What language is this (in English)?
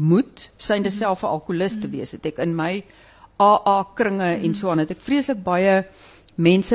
Afrikaans